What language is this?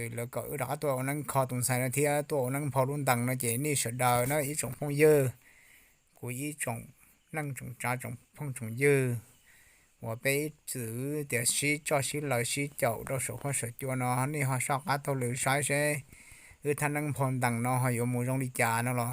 Hmong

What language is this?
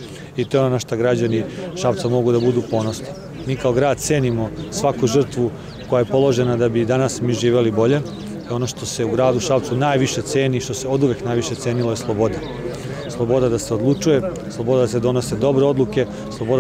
Serbian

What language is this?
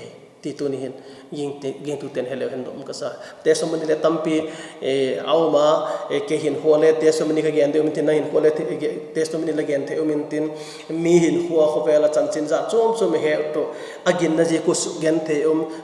Vaiphei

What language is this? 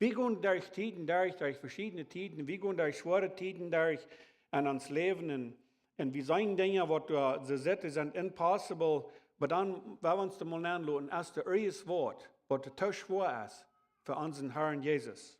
Plautdietsch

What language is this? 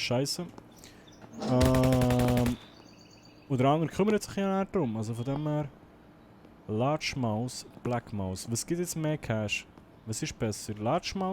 Swiss German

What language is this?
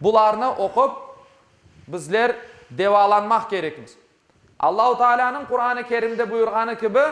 Crimean Tatar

